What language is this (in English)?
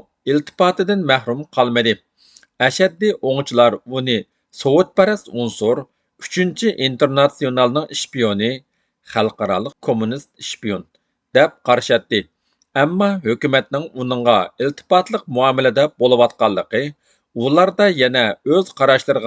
Uyghur